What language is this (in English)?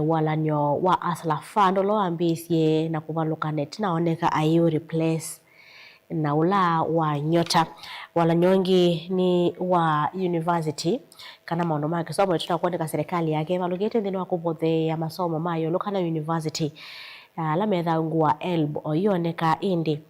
Kamba